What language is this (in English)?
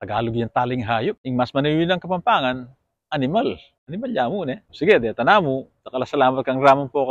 Pampanga